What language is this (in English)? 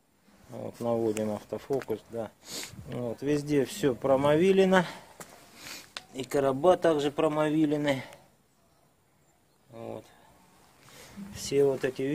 Russian